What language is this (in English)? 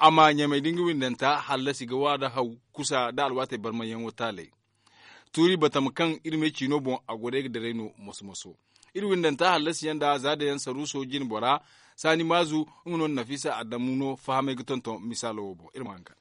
Zarma